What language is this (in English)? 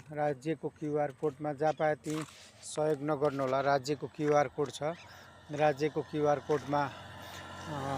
Nepali